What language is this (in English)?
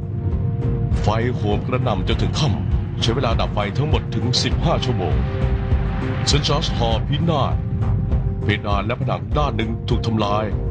Thai